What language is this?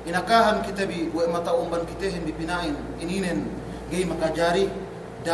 Yakan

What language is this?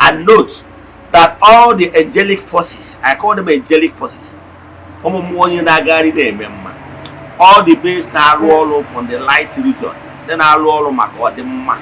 Igbo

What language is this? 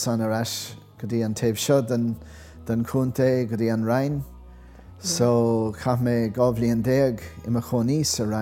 Irish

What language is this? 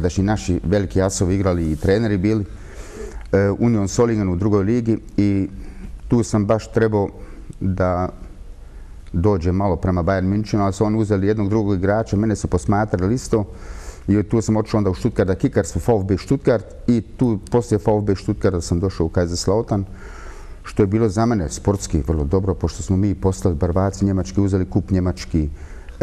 Bosnian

